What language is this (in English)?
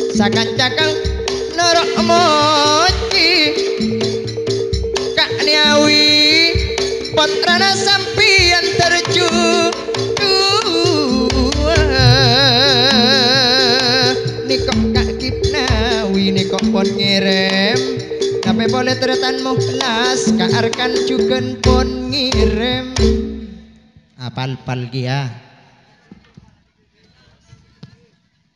Madurese